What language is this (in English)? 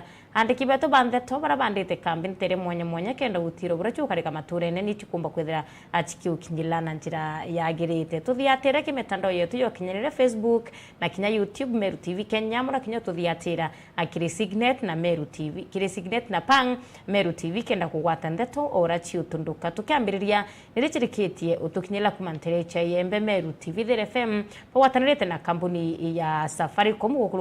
Meru